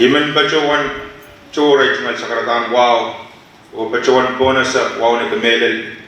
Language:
Pohnpeian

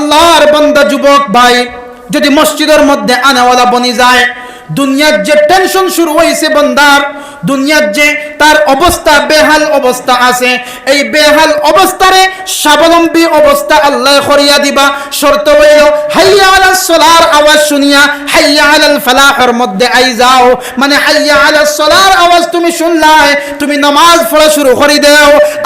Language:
Sylheti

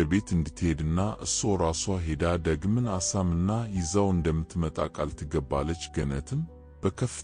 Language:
Amharic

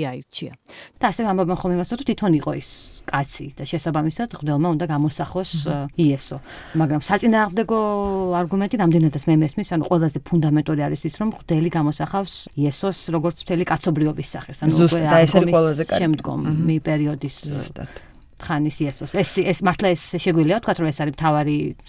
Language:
Georgian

